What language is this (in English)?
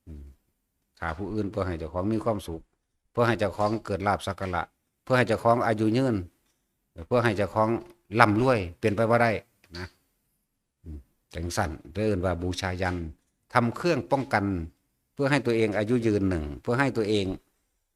Northeastern Thai